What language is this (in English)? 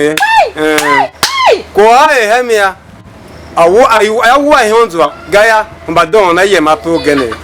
Tiv